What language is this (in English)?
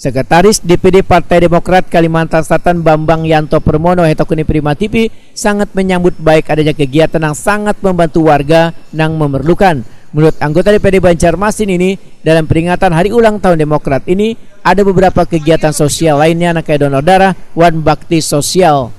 Banjar